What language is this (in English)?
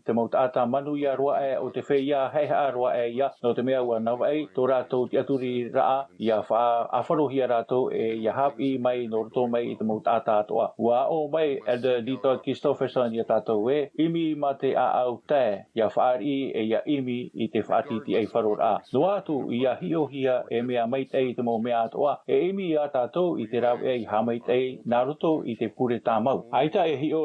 Tahitian